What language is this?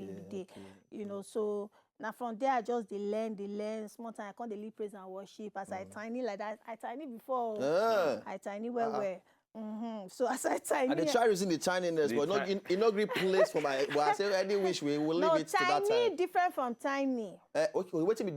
Nigerian Pidgin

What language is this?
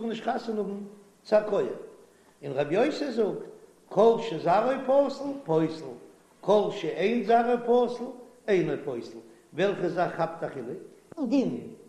Yiddish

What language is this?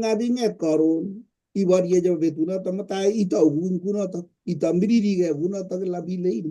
Kalenjin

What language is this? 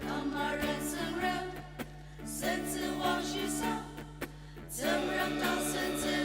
Ao Naga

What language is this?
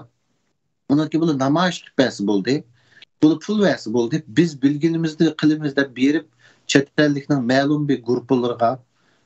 Uyghur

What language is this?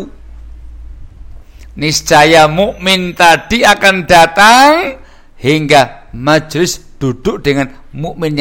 Indonesian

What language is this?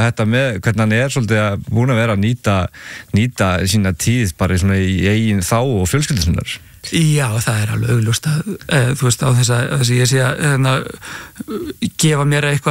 Icelandic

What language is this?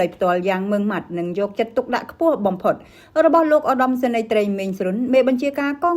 Khmer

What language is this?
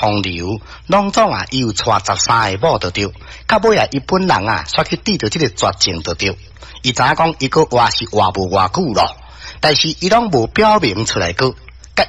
Min Nan Chinese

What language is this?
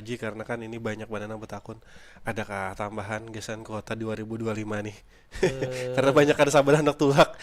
Banjar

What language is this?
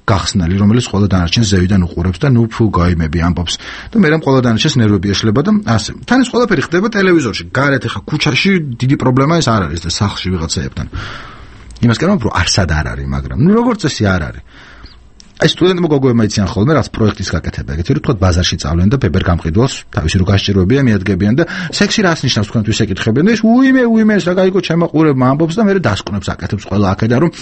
Georgian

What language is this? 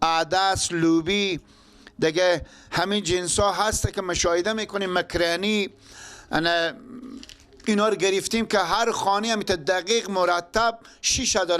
Persian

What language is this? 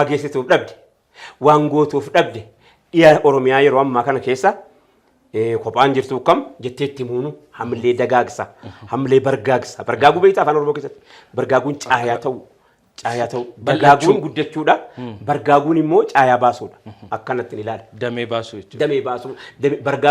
Oromo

